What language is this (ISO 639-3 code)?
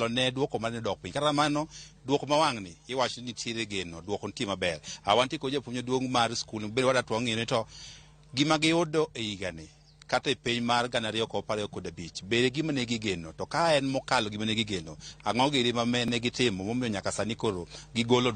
luo